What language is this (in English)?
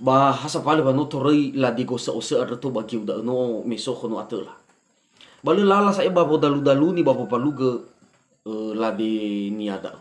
Nias